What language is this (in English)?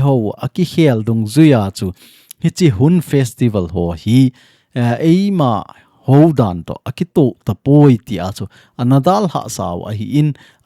Thado Chin